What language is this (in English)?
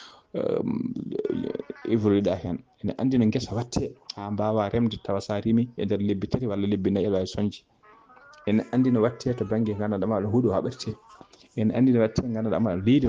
Fula